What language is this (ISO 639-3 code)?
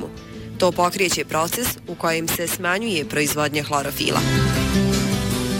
bos